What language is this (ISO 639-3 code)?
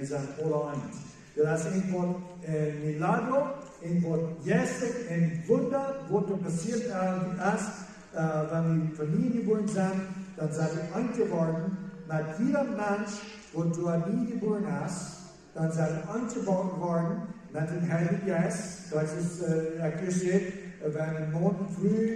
pdt